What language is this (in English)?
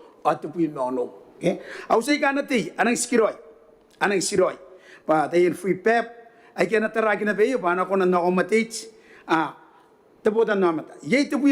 Gilbertese